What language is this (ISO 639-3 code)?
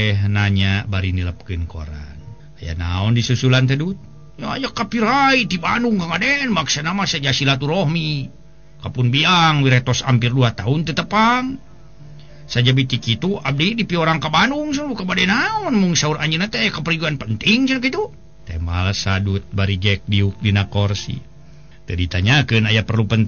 sun